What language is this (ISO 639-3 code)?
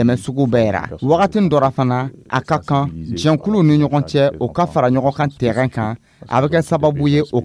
dyu